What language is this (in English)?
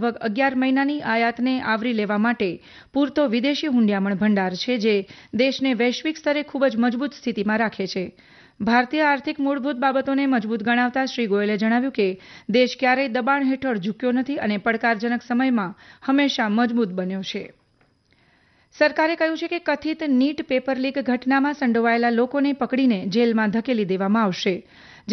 Gujarati